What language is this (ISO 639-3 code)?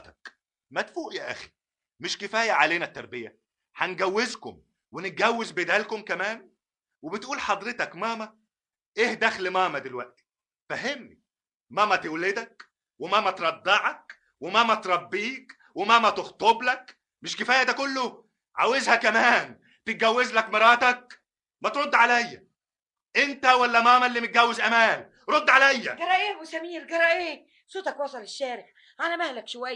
arz